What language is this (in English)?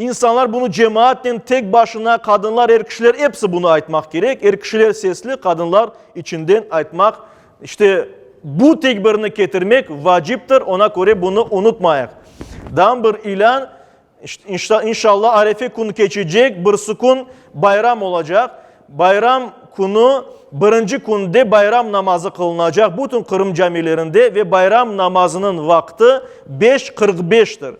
Crimean Tatar